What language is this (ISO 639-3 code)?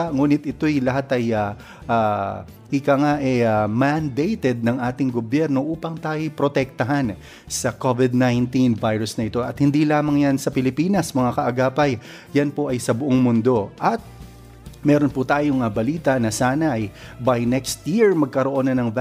fil